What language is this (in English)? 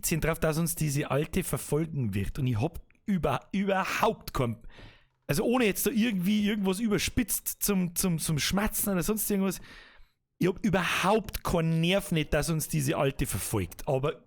Bavarian